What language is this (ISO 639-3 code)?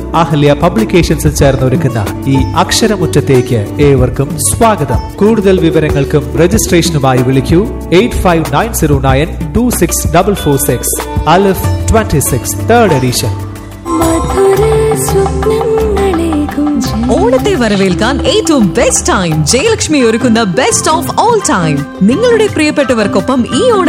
mal